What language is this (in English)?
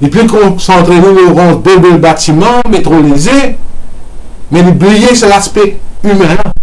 Morisyen